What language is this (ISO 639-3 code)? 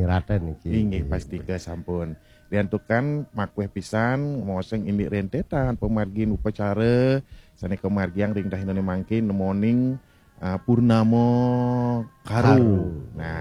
ban